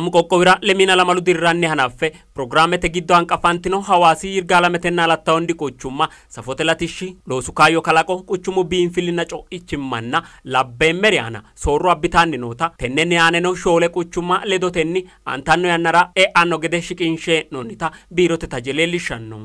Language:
Sidamo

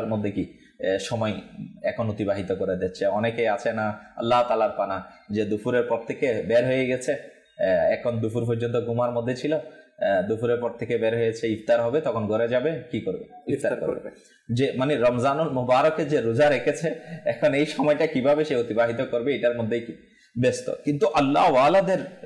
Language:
Bangla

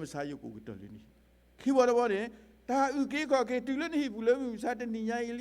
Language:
S'gaw Karen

